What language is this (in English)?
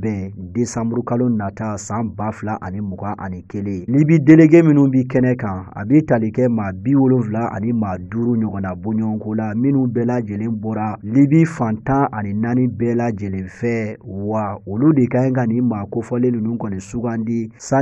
Bambara